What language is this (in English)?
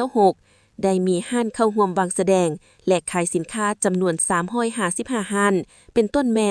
Lao